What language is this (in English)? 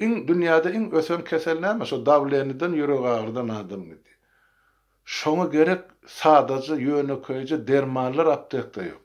Turkmen